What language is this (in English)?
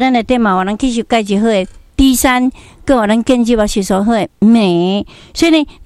Min Nan Chinese